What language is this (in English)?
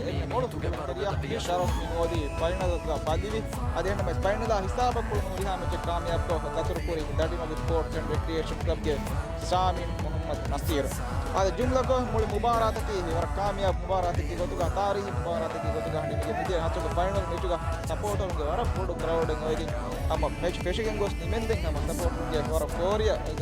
Divehi